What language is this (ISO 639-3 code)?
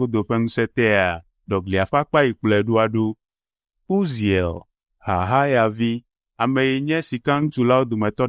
ewe